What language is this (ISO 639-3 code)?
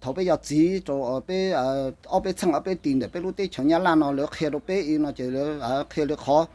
hmn